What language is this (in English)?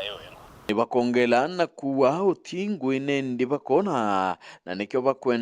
Meru